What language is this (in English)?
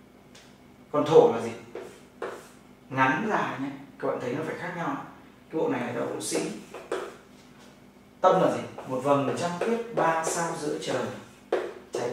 Vietnamese